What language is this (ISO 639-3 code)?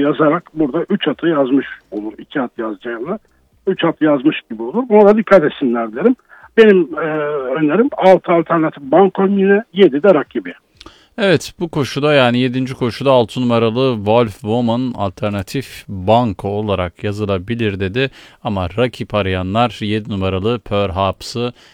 tur